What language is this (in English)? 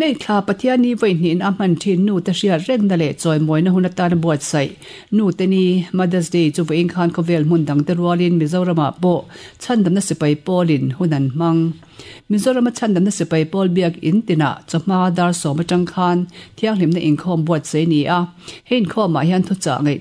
Mizo